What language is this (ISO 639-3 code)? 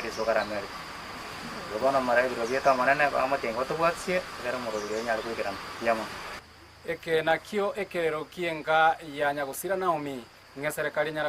guz